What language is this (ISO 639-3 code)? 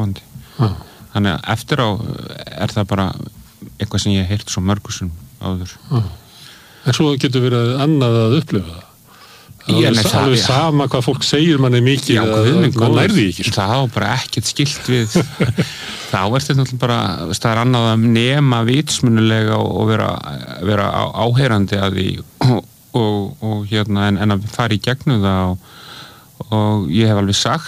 isl